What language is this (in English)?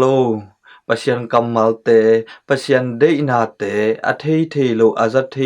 Tedim Chin